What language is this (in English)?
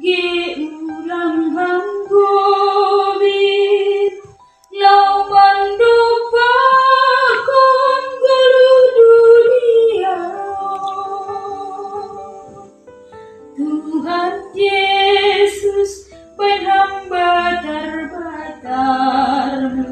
Batak Simalungun